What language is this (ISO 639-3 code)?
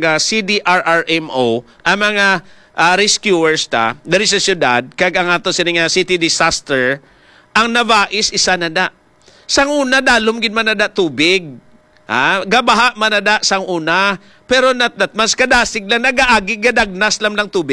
hil